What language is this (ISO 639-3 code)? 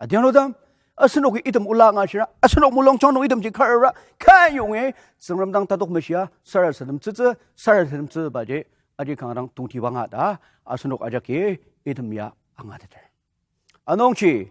njo